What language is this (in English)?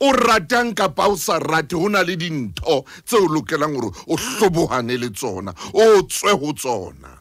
Southern Sotho